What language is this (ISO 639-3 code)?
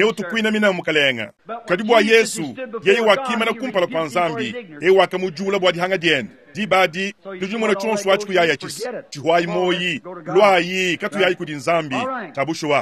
lua